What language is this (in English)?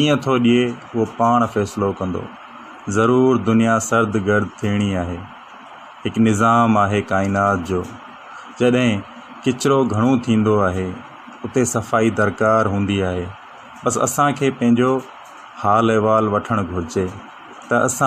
Sindhi